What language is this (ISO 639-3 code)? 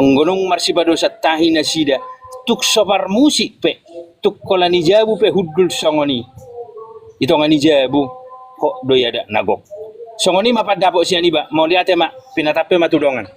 bbc